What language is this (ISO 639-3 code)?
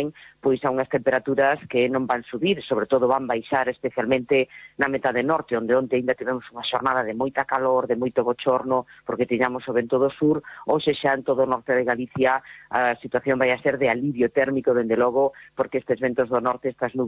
glg